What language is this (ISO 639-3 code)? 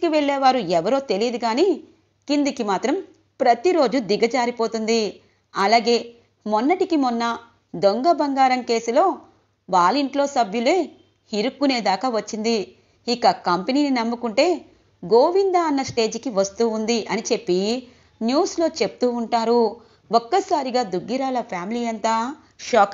tel